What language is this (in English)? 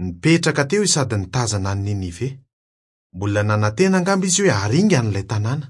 Malagasy